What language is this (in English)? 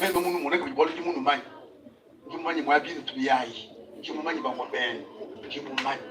Luba-Lulua